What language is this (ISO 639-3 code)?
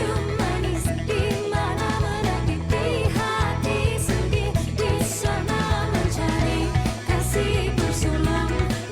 mui